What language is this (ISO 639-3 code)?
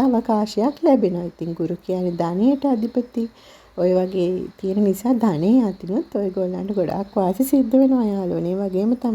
sin